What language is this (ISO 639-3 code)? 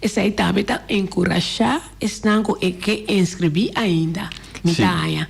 pap